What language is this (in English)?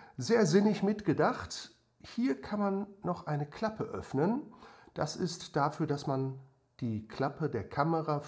German